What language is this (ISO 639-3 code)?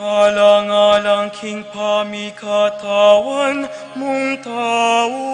pam